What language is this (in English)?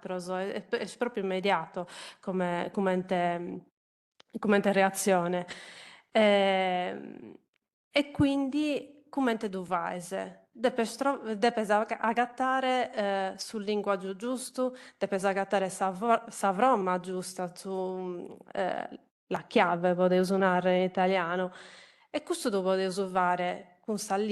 Sardinian